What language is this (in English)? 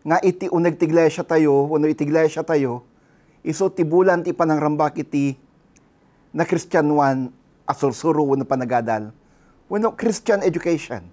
Iloko